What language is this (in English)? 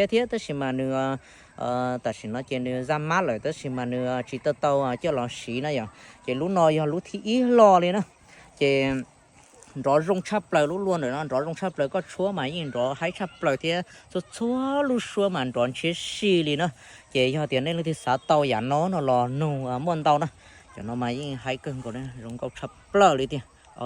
Hmong